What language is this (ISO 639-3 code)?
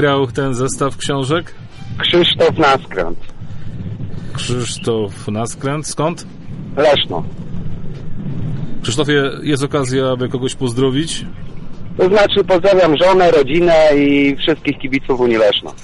pol